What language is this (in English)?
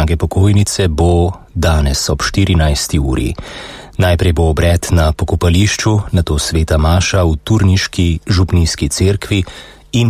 Slovenian